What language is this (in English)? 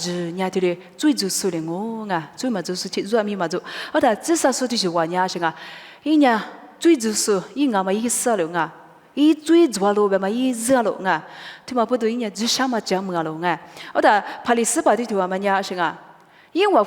Lisu